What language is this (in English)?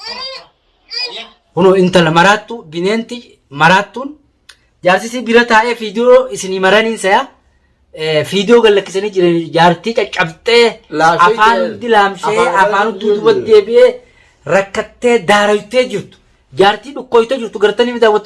Oromo